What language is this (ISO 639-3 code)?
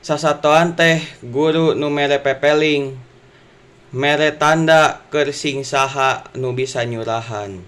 sun